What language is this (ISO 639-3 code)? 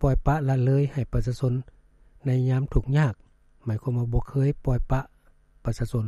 lao